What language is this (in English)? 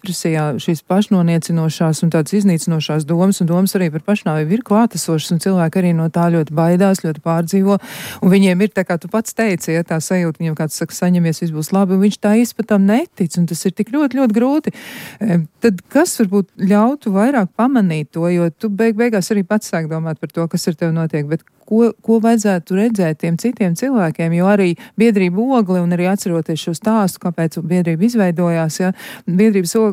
Latvian